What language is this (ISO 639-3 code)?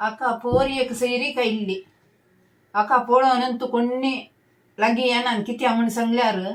kok